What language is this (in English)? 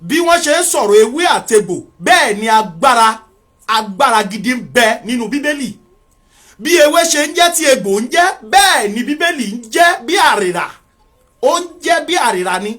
Yoruba